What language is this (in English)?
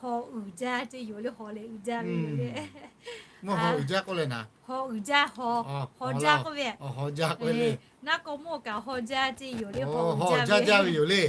Lahu